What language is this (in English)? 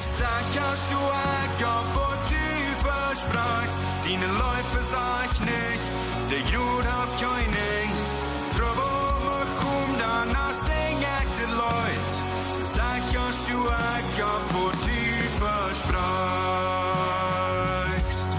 Plautdietsch